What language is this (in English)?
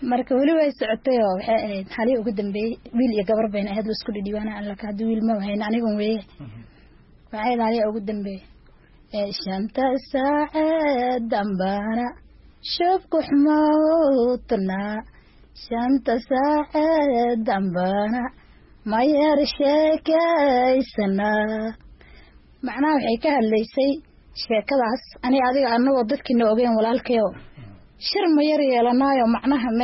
Somali